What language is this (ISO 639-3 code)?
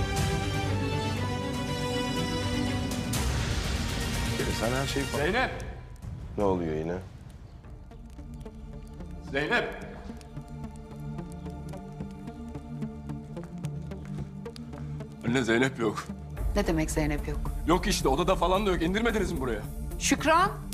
tur